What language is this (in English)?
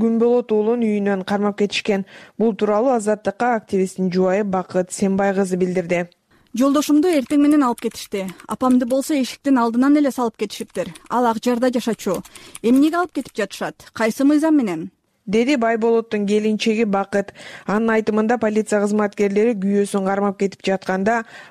Kyrgyz